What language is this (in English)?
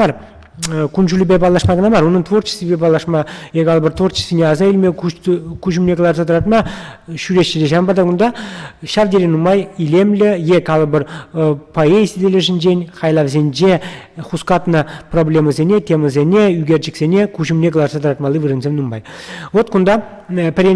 Chuvash